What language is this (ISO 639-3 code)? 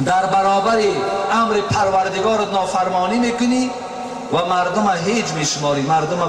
tgk